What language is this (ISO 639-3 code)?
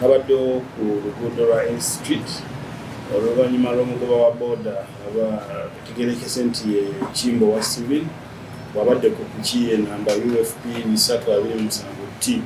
lug